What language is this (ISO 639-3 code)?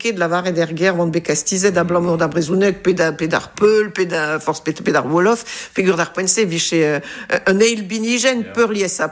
bre